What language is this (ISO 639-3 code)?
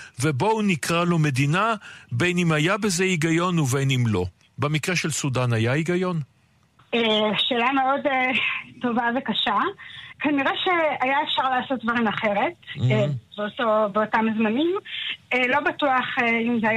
heb